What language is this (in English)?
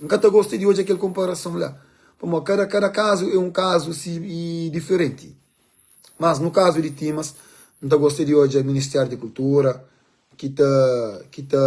Kabuverdianu